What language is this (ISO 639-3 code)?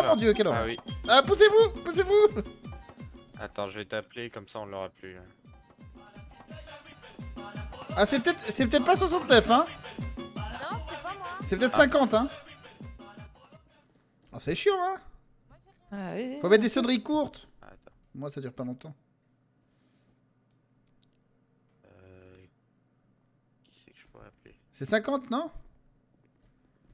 fra